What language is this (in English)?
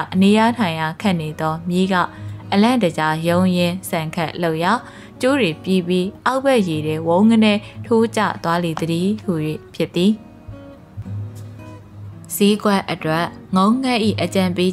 Burmese